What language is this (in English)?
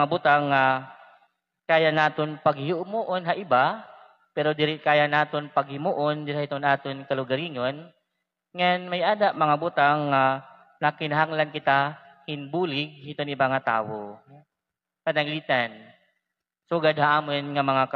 Waray